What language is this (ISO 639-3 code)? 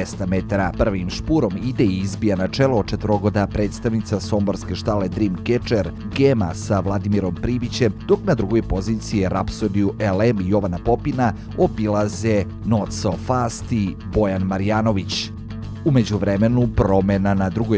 srp